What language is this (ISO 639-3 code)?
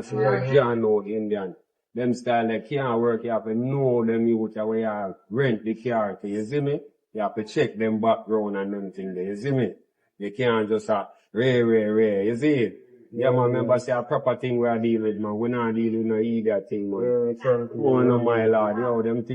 jam